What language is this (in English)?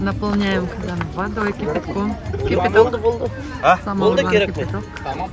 Bashkir